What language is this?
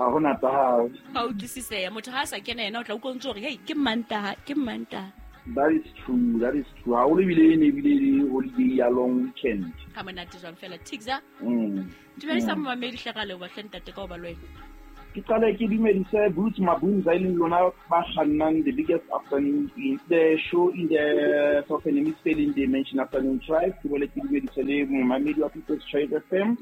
Southern Sotho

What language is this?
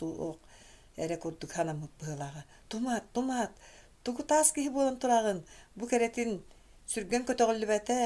Yakut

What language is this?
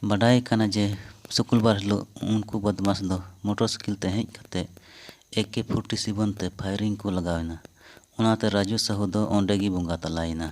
Santali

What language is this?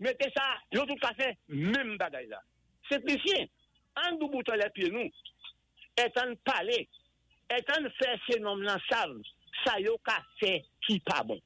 Saint Lucian Creole French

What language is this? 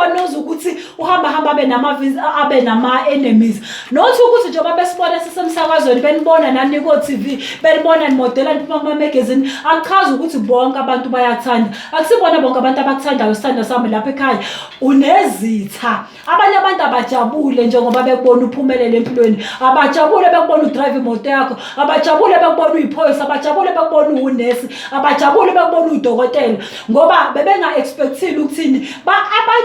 Zulu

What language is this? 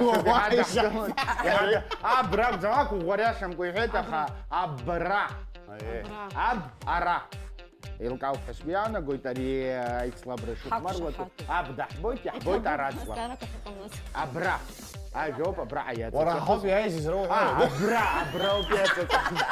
Abkhazian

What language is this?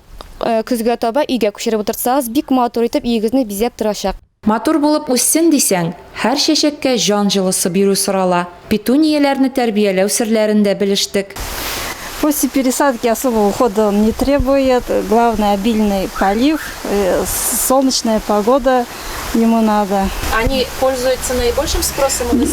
Tatar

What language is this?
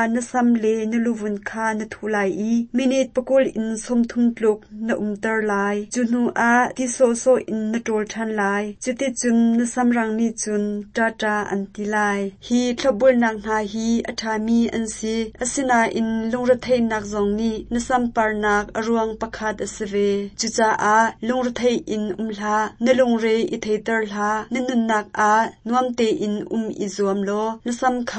Hakha Chin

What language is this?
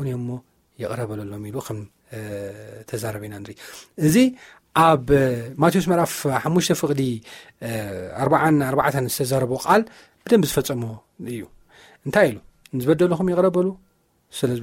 Tigrinya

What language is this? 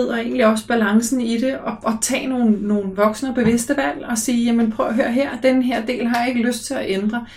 Danish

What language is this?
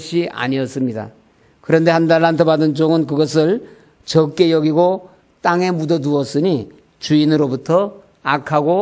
Korean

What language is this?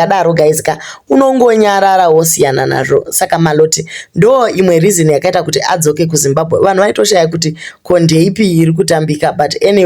Shona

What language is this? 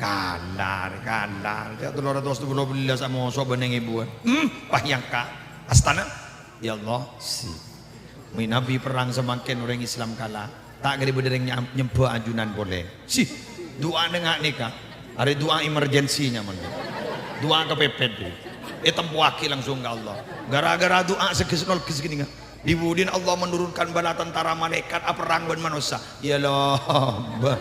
Madurese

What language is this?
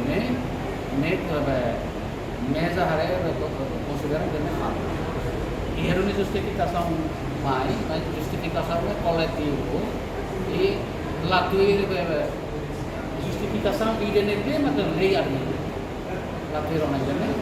Tetum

